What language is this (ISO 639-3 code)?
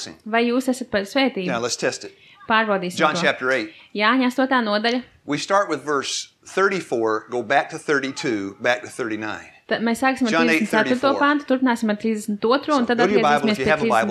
lav